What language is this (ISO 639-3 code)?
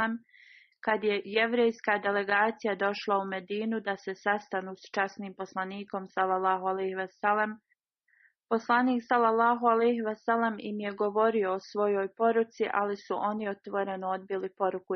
bos